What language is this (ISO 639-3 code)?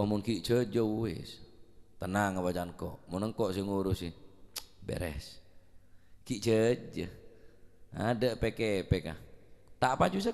mad